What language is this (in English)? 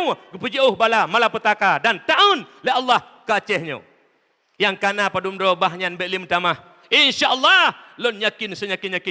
Achinese